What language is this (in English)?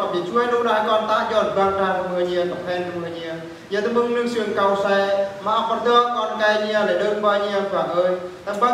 Eastern Bru